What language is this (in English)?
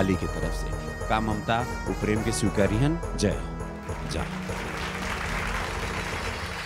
Bhojpuri